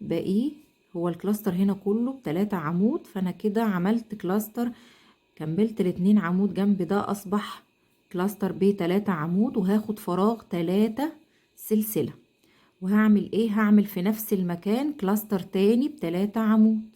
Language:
Egyptian Arabic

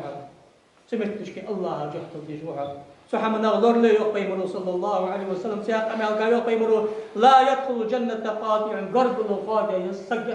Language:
Ingush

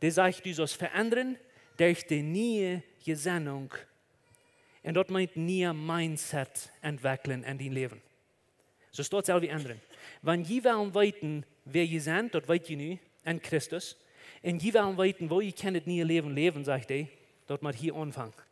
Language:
Plautdietsch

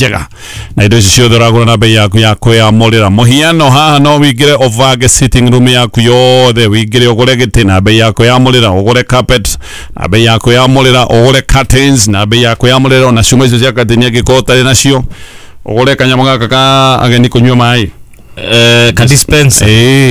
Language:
Kikuyu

